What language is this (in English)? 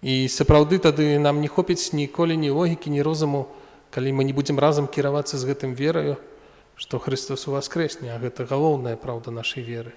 Belarusian